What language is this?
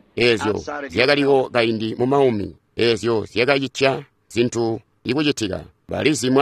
Tonga (Zambia)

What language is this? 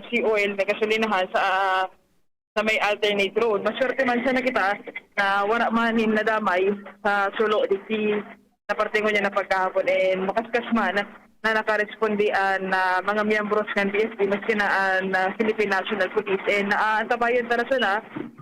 Bikol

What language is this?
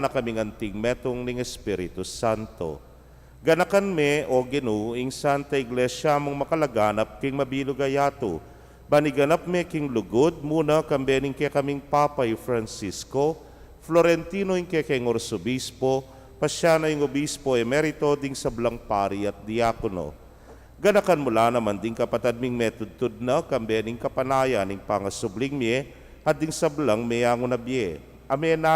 Pampanga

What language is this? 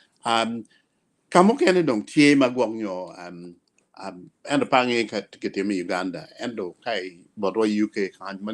Acoli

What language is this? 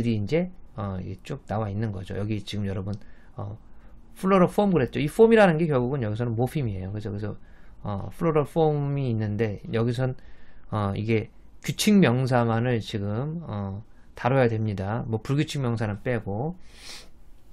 Korean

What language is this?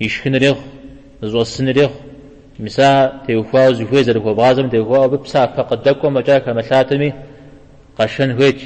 Kabardian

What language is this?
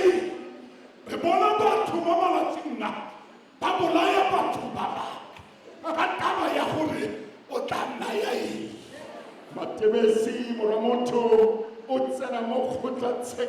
Tswana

